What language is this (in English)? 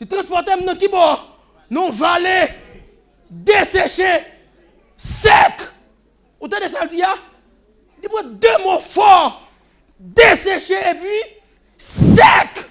Haitian Creole